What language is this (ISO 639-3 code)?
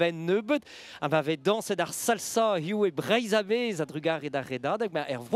bre